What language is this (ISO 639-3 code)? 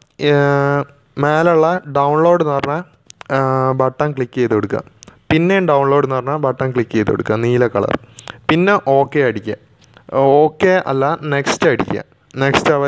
mal